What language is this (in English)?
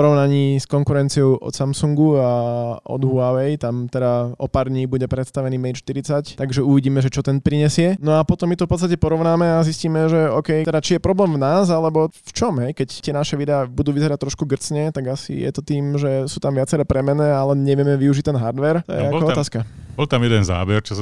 Slovak